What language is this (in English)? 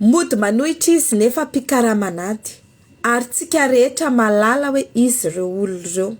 Malagasy